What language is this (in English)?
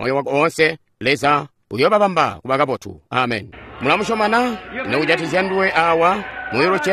Tonga (Zambia)